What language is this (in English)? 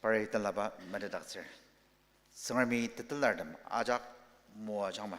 Ao Naga